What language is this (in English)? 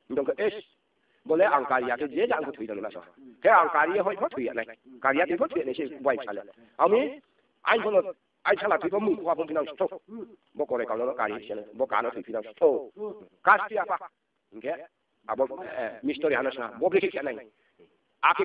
Riang (India)